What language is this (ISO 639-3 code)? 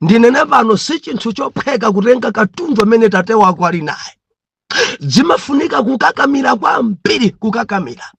nya